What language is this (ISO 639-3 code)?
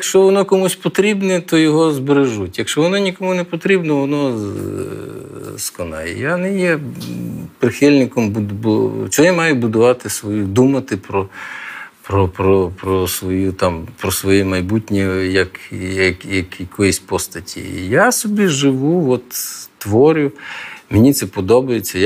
ukr